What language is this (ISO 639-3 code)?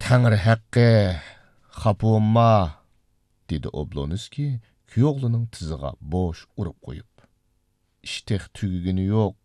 uig